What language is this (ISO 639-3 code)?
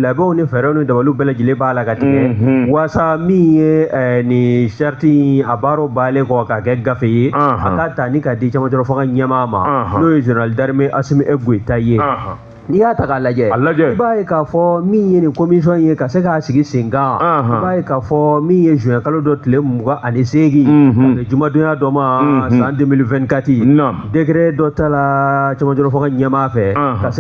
bam